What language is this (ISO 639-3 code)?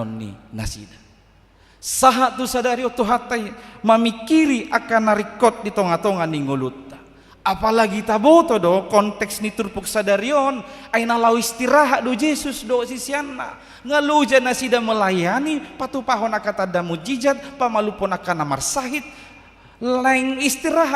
bbc